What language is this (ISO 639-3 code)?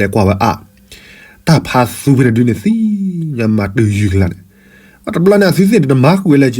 ksw